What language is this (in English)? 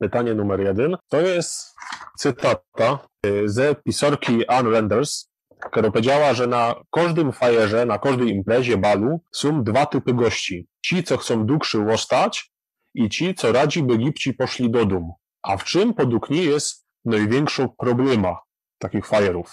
Silesian